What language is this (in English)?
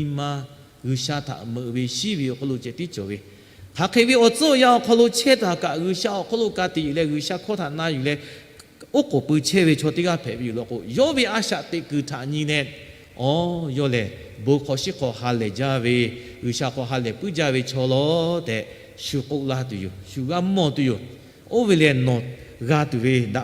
Lahu